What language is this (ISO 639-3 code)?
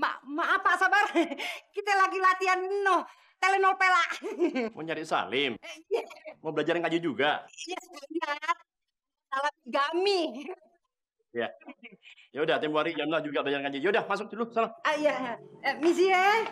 bew